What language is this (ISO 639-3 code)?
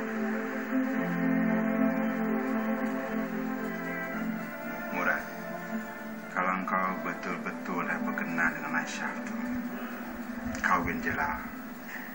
msa